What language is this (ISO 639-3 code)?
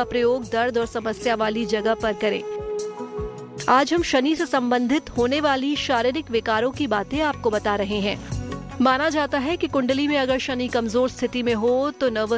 hin